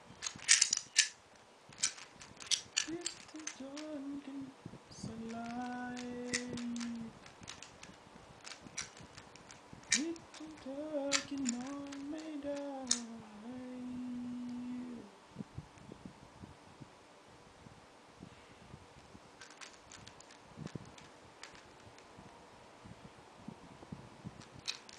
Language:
Thai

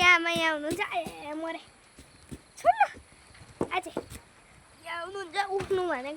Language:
Nepali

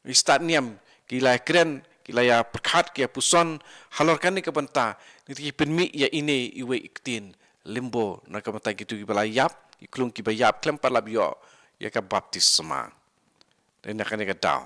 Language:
Khasi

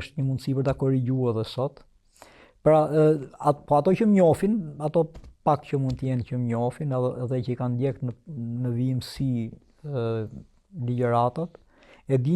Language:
Albanian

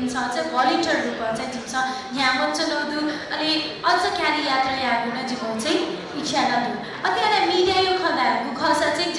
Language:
Newari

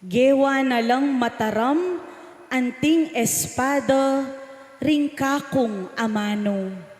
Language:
Pampanga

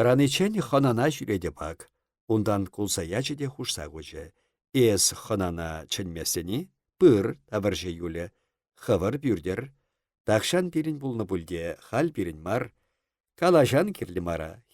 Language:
Chuvash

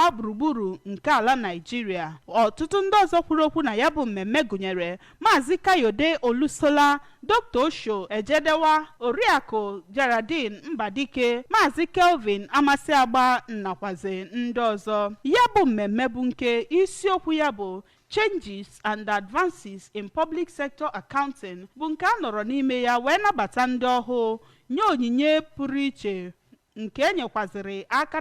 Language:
Igbo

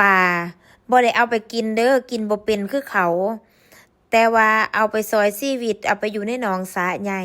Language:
Lao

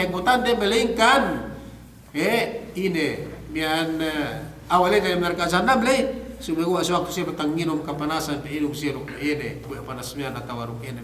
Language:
Yakan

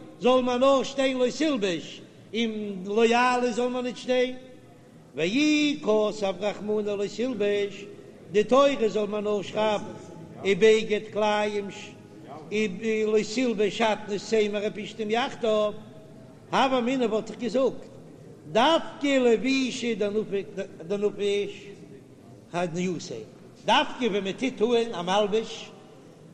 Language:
Yiddish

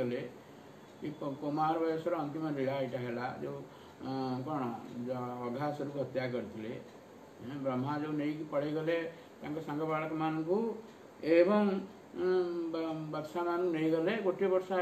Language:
Odia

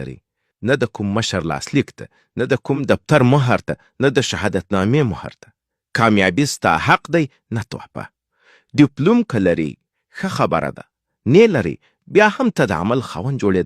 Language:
Pashto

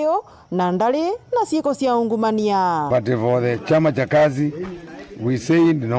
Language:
Meru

